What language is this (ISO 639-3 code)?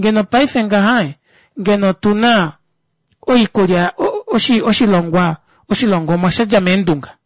kua